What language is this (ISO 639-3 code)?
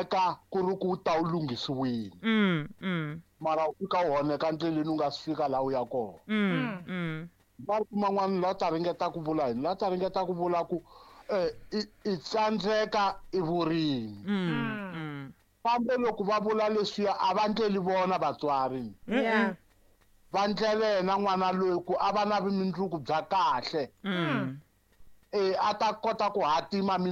tso